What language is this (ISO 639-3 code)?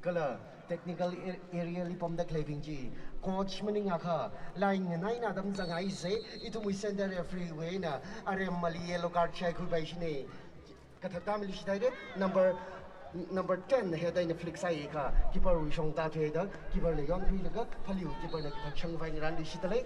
nmf